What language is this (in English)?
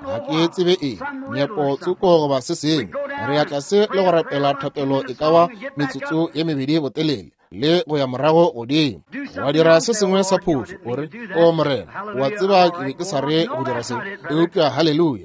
Northern Sotho